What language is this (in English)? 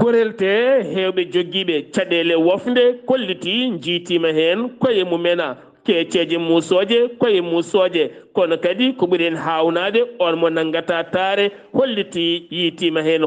Fula